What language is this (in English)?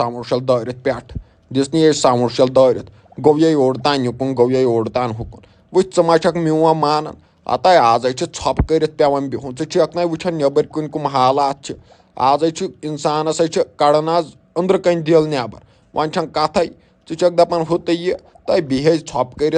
Kashmiri